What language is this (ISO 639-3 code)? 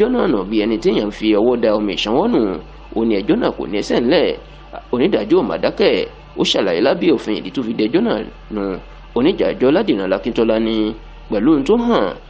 yor